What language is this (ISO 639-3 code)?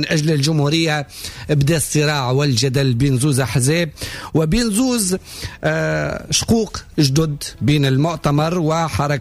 aeb